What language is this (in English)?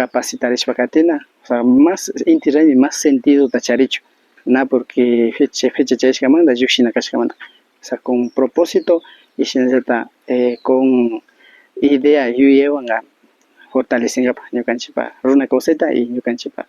Imbabura Highland Quichua